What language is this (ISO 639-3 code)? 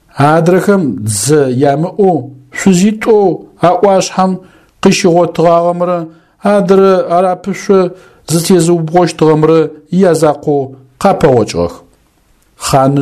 ady